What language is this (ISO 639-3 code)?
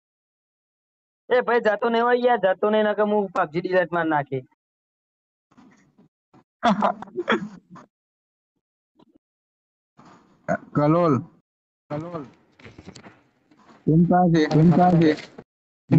guj